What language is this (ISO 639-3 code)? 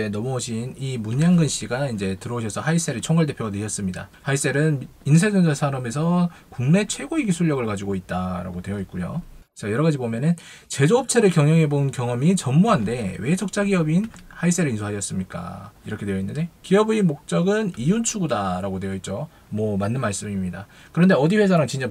kor